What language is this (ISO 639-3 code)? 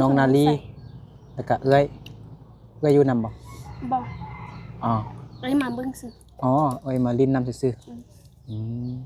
lao